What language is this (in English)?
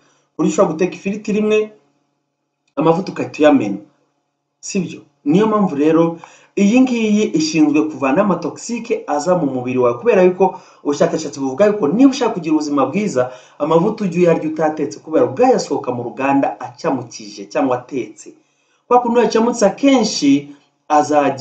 Kinyarwanda